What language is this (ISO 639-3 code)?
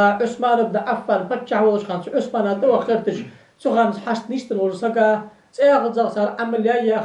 inh